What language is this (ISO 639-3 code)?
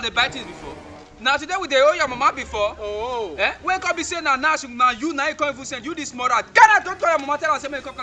pcm